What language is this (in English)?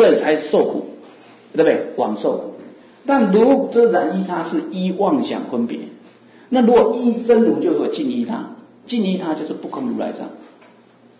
Chinese